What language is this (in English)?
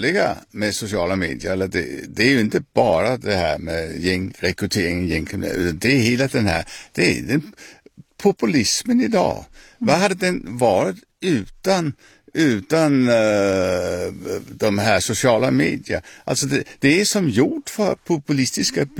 Swedish